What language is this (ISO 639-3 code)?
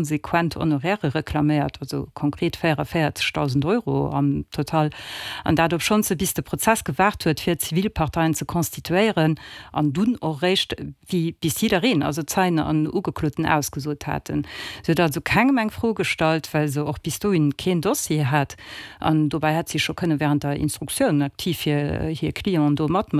ltz